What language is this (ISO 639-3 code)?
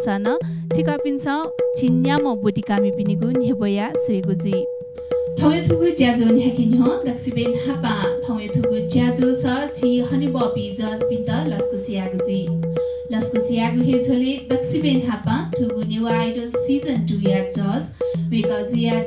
new